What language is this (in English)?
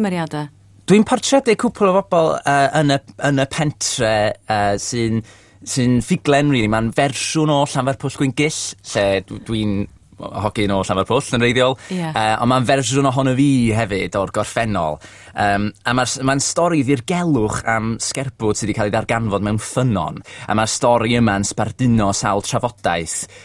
Welsh